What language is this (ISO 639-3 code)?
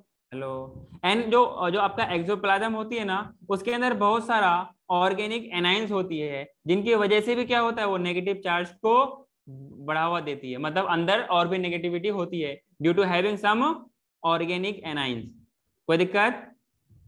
hin